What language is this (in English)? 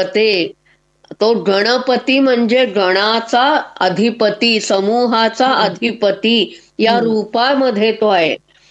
Marathi